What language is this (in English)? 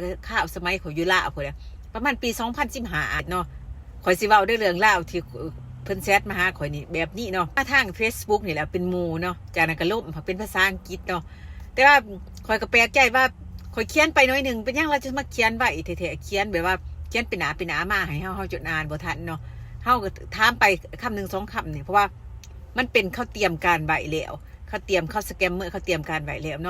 Lao